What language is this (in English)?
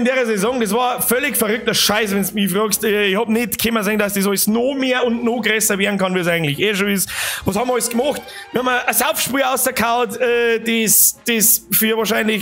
Bavarian